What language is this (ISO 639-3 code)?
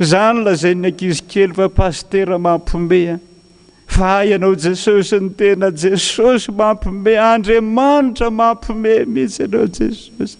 mlg